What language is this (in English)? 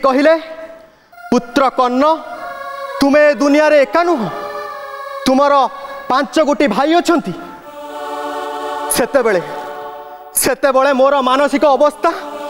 Odia